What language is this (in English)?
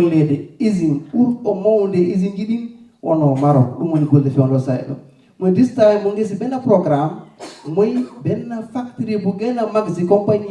Fula